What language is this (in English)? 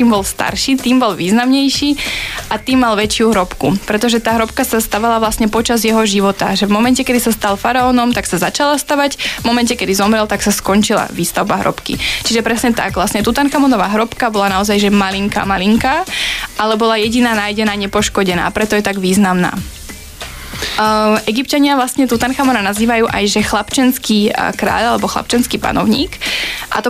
Slovak